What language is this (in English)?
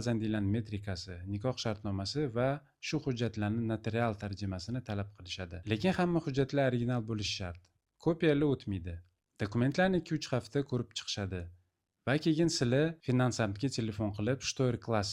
Uzbek